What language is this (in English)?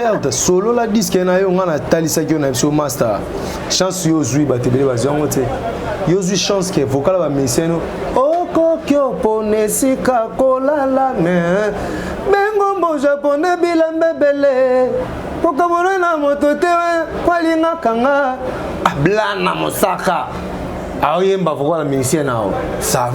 Lingala